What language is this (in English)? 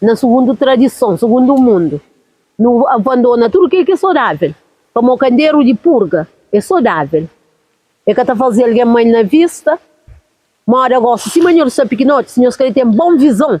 Kabuverdianu